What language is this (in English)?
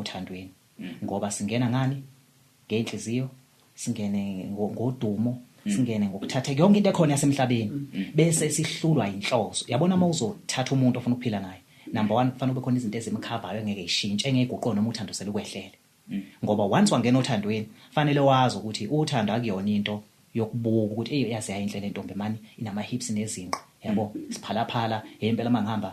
Zulu